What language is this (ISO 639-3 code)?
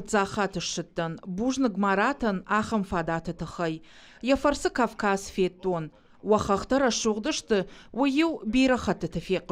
oss